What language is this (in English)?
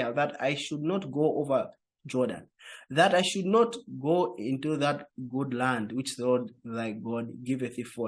English